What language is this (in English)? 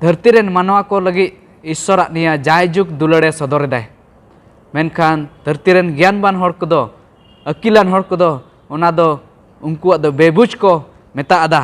Santali